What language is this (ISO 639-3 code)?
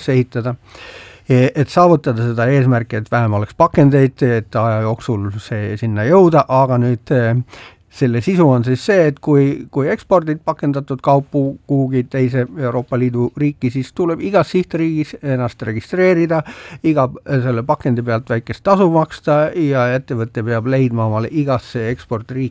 est